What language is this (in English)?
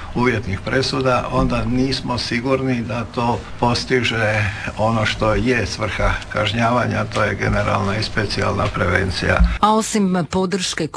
Croatian